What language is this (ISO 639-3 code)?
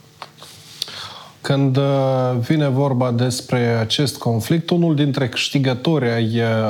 ron